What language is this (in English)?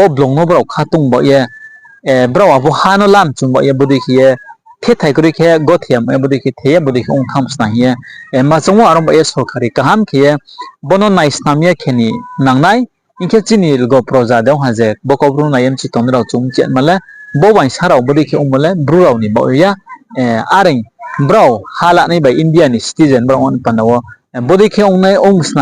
Riang (India)